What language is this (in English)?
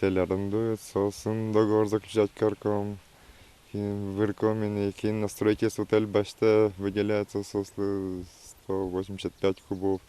Udmurt